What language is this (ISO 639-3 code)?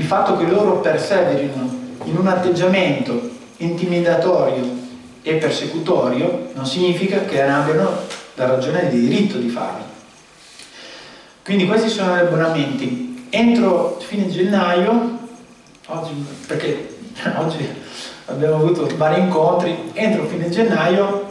ita